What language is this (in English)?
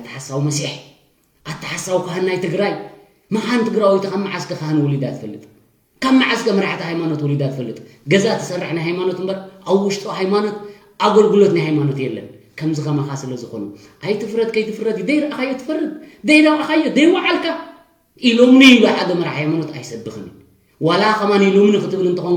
Tigrinya